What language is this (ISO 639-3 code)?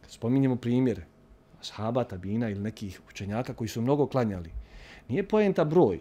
bos